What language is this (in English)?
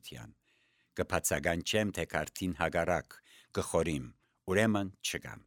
Armenian